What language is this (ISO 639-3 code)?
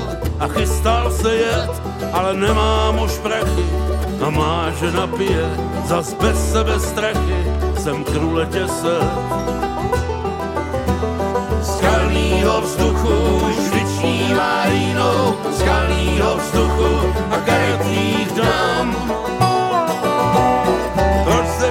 ces